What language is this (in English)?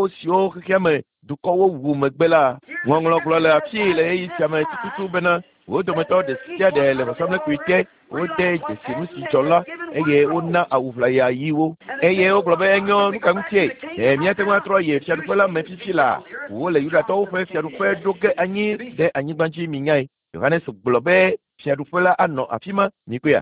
Ewe